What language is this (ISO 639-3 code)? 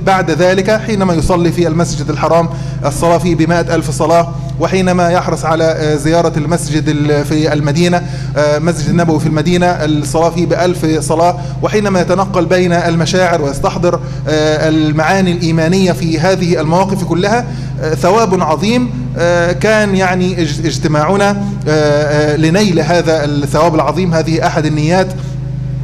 ara